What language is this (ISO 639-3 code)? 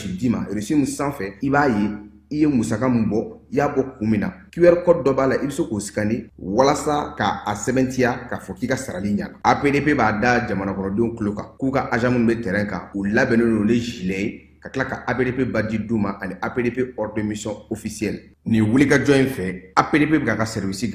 bam